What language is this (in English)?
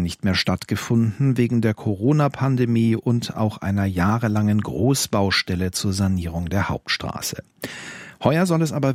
German